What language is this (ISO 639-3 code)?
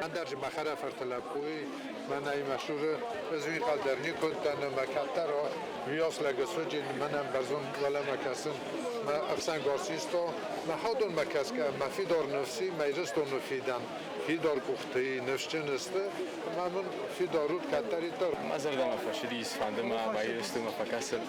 oss